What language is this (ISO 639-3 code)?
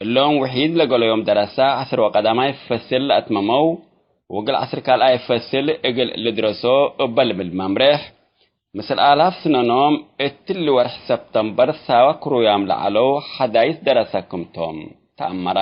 tig